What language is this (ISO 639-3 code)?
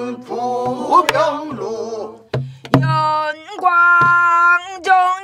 kor